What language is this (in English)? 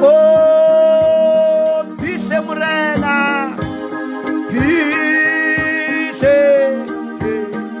Northern Sotho